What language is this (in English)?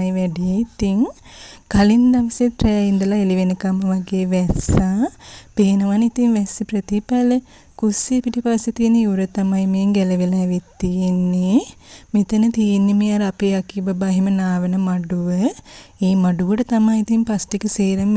Sinhala